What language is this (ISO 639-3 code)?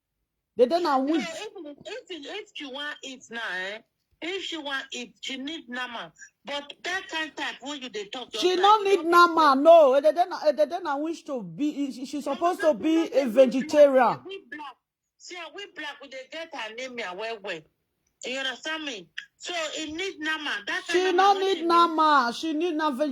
pcm